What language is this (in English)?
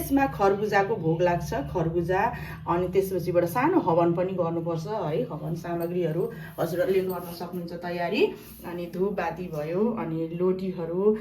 Nepali